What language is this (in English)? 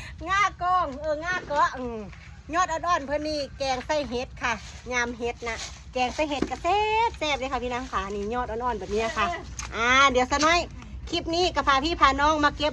Northeastern Thai